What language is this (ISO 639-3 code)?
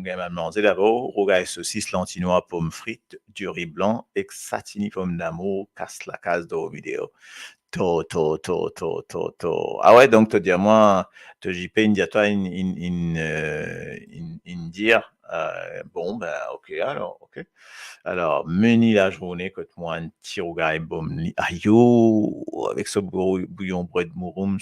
mfe